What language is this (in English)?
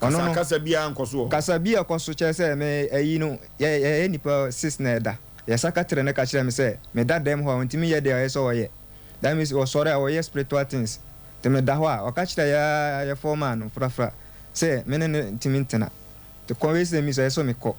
Akan